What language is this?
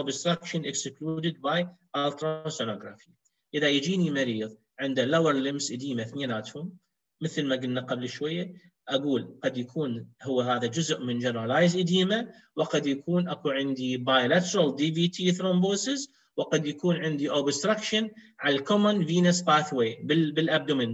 Mesopotamian Arabic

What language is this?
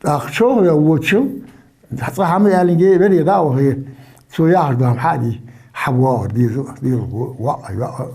Ingush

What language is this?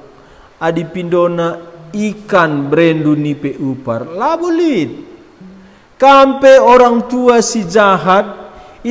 Batak Karo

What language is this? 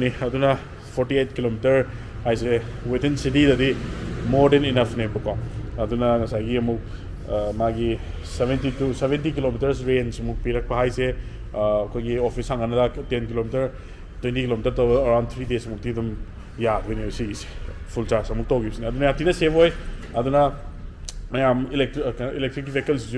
Manipuri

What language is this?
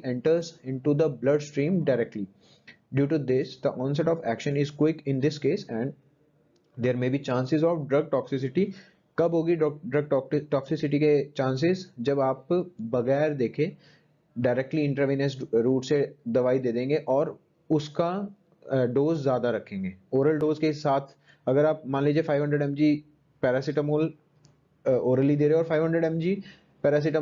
Hindi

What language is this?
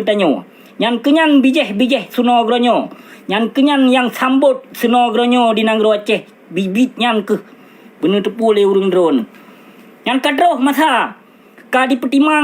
Achinese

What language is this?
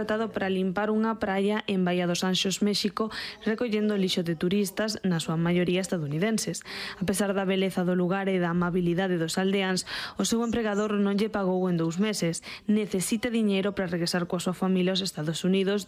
Galician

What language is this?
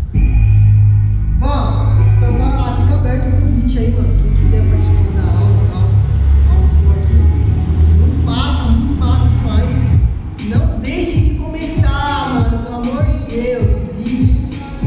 Portuguese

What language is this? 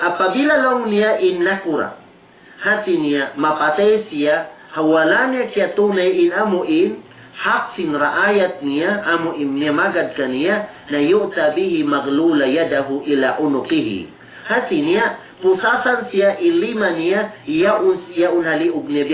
Tausug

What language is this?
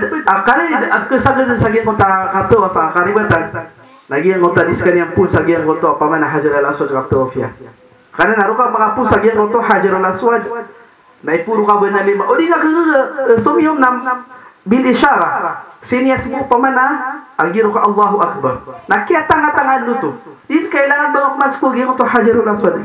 Maranao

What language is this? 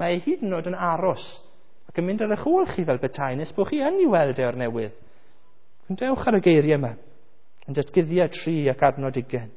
Welsh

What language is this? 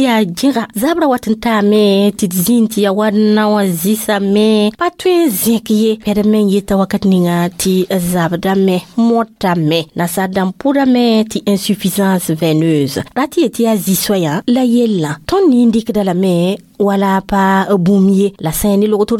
Mossi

